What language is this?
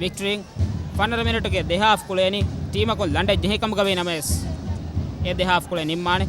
Divehi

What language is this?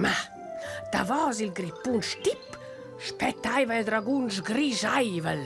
Romansh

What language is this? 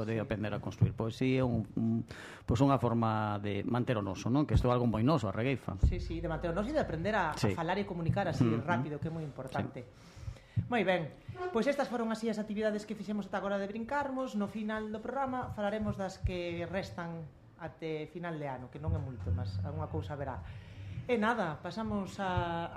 Galician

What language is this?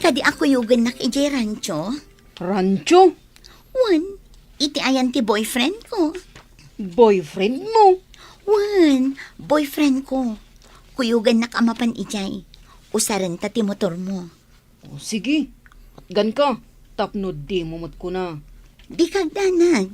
Iloko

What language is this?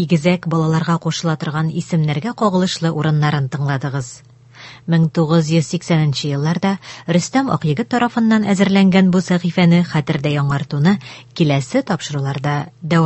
Tatar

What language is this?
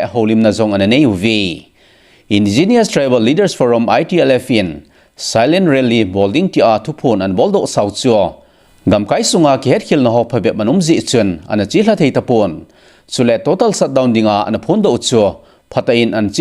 Thado Chin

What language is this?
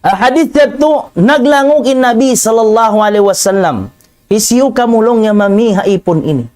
Tausug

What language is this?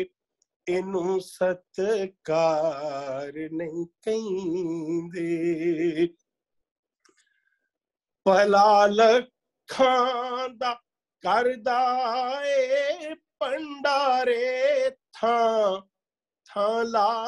Punjabi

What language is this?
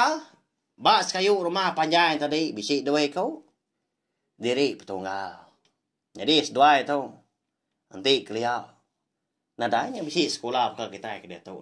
Iban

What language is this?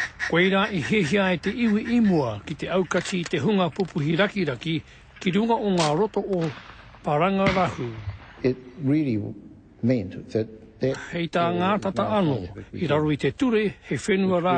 Māori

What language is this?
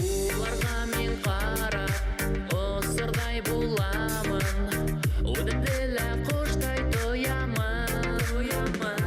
Bashkir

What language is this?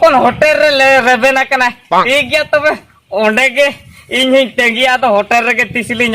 Santali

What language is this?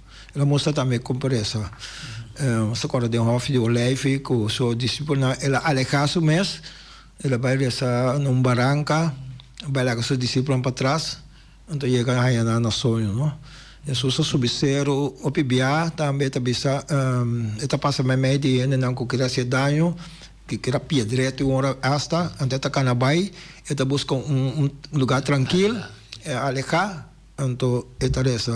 Papiamento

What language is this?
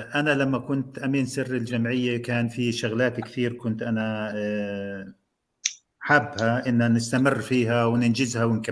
North Levantine Arabic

